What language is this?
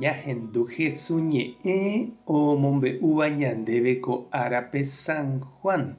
Guarani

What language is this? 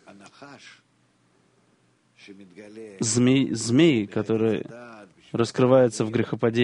Russian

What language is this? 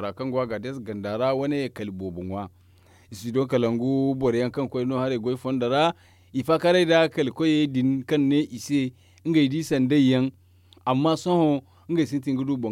Zarma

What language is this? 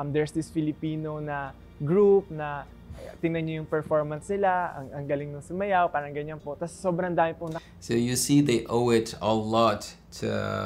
Filipino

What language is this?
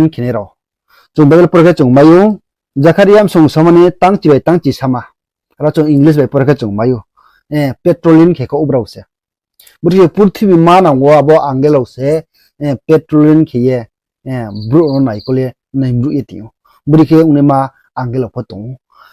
Riang (India)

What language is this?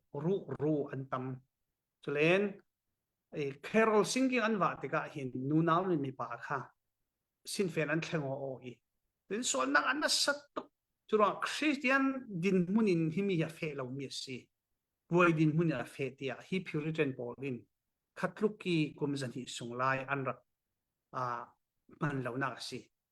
Falam Chin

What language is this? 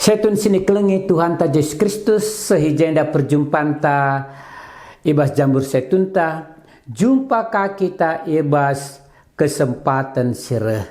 Batak Karo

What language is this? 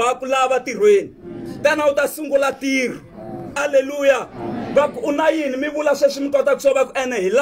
Tsonga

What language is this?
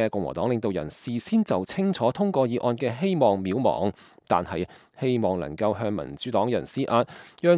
Cantonese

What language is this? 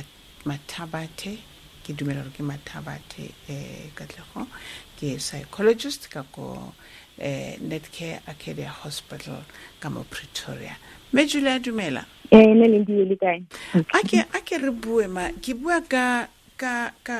Tswana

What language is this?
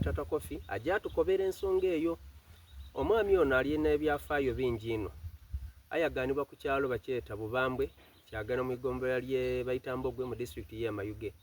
Soga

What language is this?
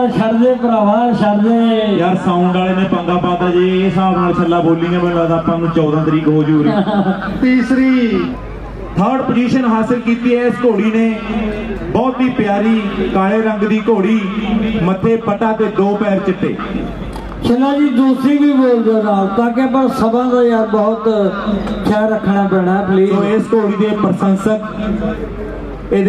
Punjabi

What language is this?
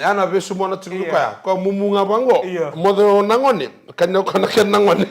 Fijian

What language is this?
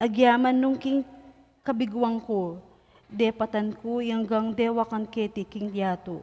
Pampanga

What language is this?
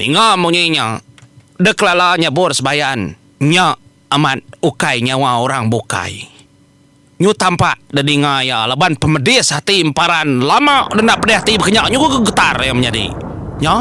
Iban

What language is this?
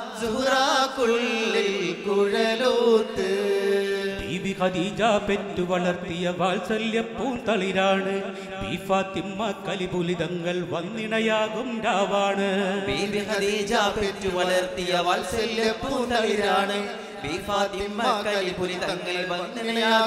Malayalam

